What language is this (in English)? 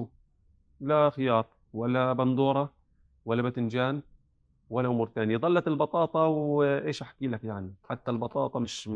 North Levantine Arabic